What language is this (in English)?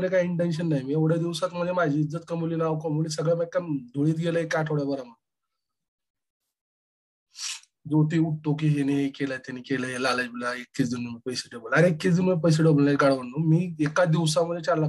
Marathi